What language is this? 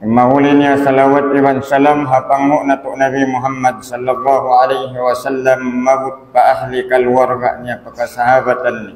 Tausug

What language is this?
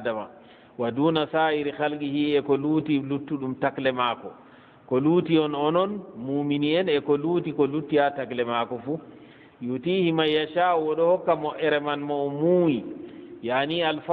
Fula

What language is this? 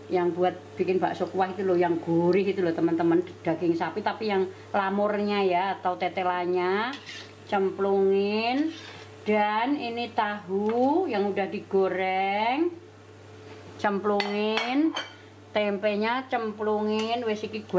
Indonesian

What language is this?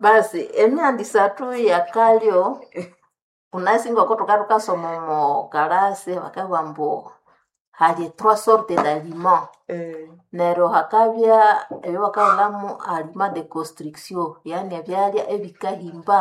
Nande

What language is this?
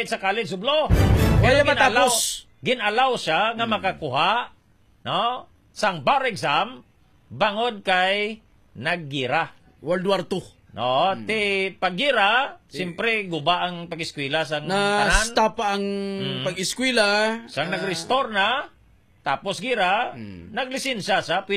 Hiligaynon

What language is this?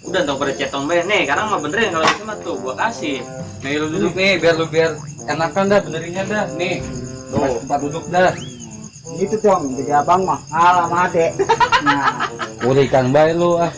Betawi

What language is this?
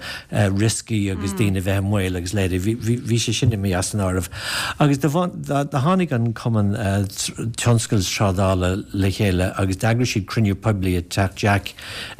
Irish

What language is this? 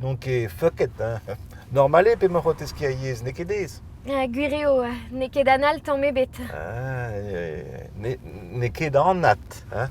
Breton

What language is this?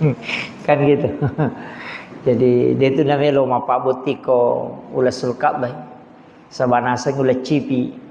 Buginese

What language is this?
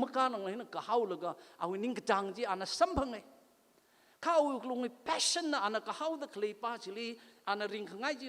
Tangkhul Naga (India)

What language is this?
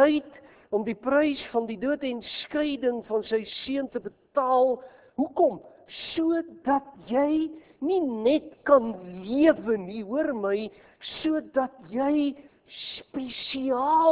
Afrikaans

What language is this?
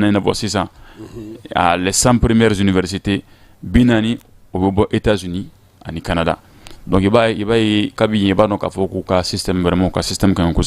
Bambara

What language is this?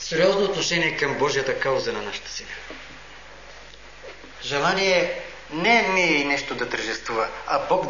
Bulgarian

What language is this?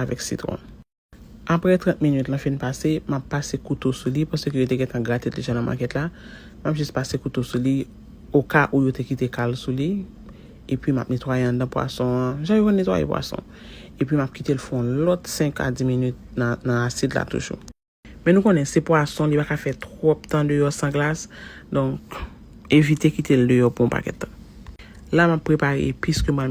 Haitian Creole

